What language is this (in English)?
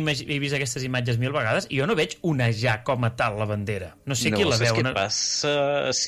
Catalan